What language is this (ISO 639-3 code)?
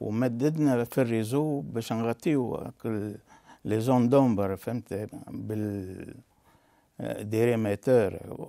aeb